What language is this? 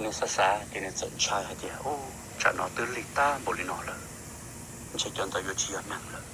Hmong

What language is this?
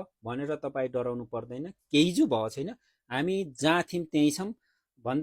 Nepali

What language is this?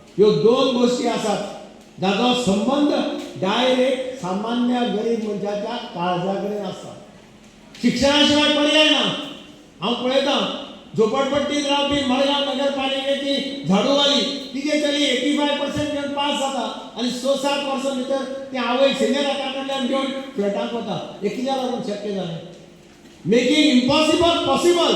Konkani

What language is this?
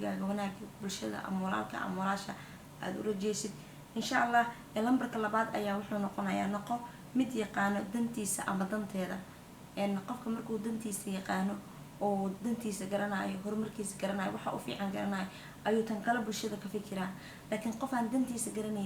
Somali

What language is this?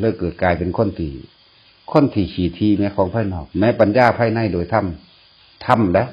Northeastern Thai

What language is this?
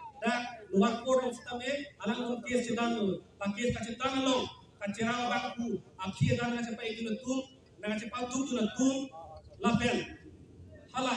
Karbi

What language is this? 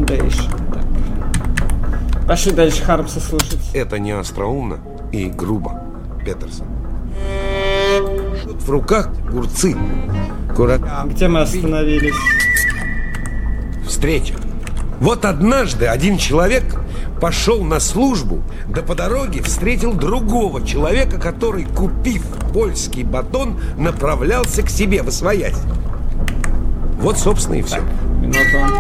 Russian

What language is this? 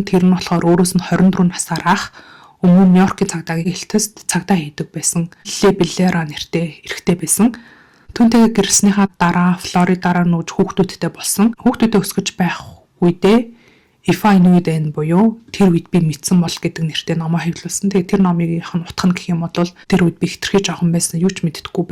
Mongolian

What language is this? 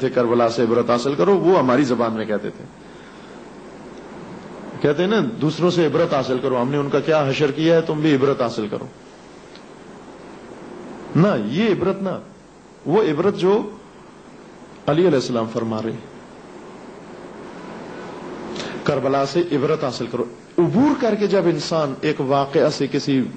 Urdu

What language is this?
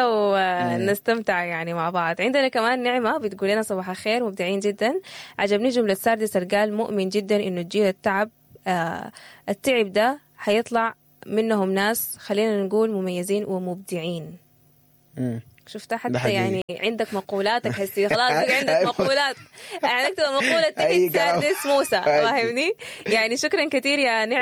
Sudanese Arabic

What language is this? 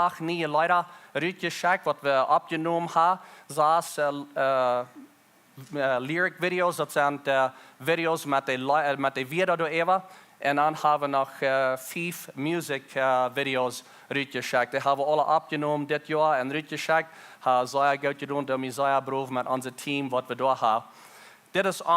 Plautdietsch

